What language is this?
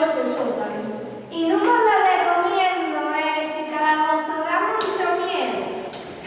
Asturian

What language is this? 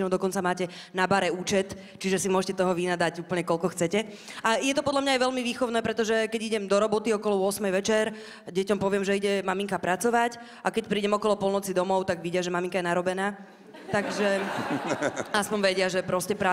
Slovak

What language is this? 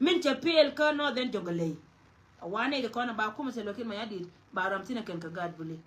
Nuer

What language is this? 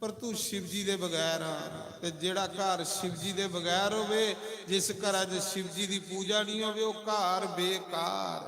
Dogri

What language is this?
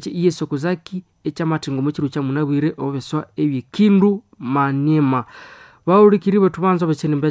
Nande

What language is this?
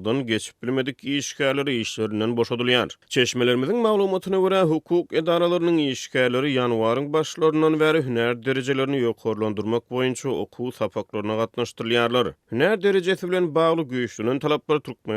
Turkmen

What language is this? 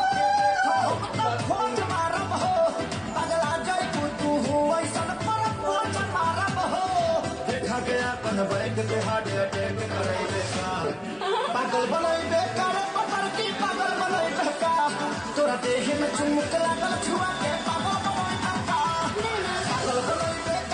Bhojpuri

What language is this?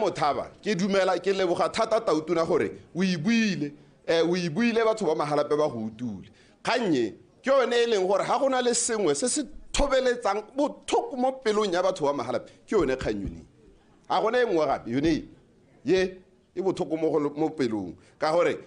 Tswana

